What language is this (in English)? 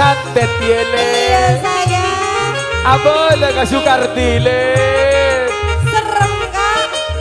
Madurese